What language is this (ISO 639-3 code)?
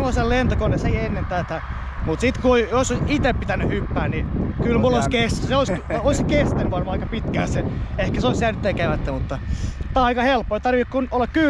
fin